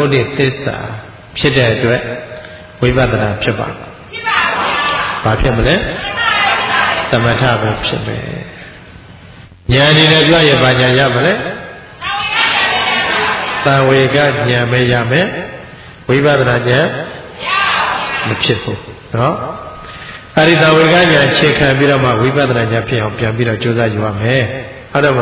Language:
Burmese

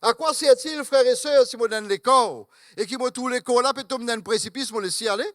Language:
Morisyen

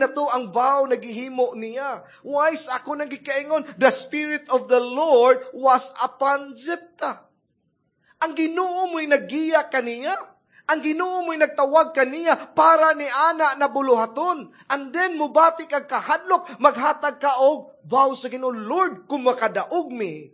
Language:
Cebuano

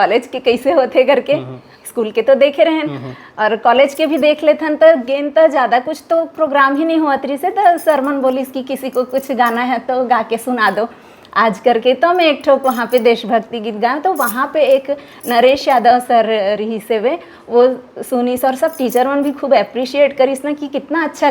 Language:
Chhattisgarhi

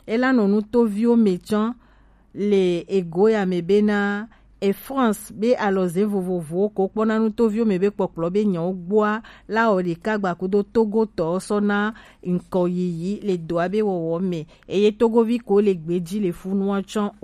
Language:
Gen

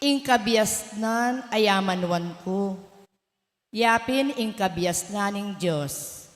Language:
Pampanga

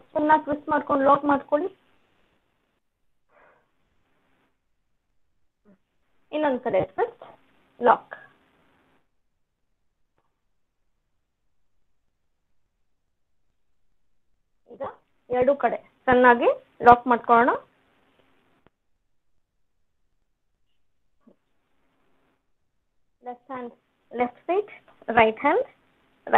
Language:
Kannada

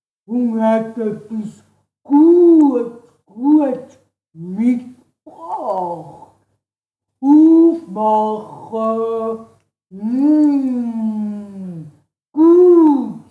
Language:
Swiss German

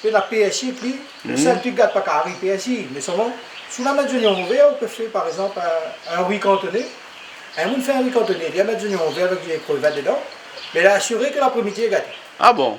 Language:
Réunion Creole French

